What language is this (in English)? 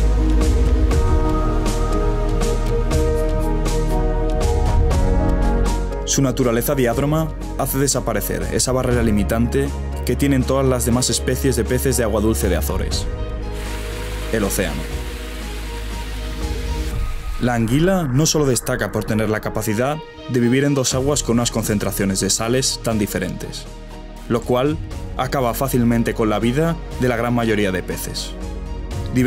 Spanish